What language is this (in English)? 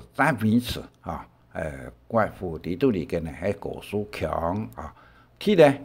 Hakka Chinese